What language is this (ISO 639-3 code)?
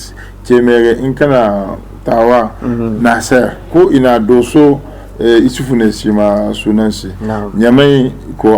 hau